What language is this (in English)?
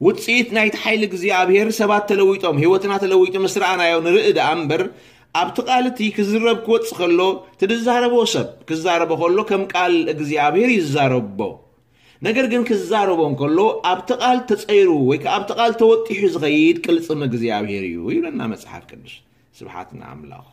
Tigrinya